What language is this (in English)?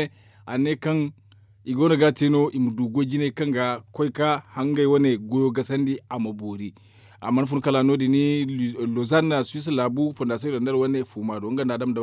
Zarma